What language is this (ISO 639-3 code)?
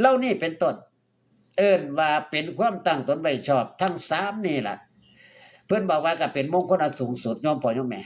tts